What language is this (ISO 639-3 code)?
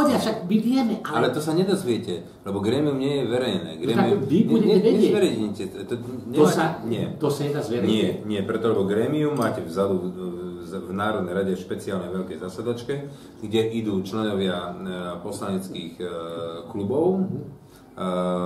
slk